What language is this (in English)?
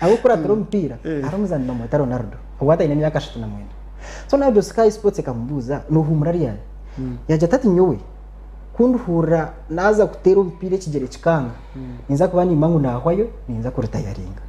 Nyankole